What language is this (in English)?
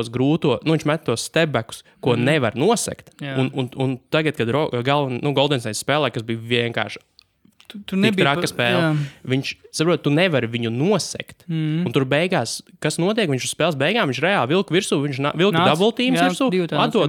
Latvian